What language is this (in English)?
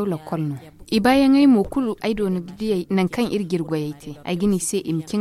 Zarma